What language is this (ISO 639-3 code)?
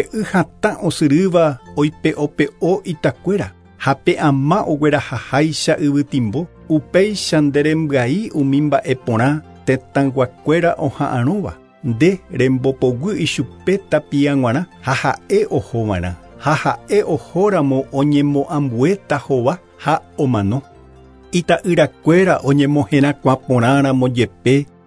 grn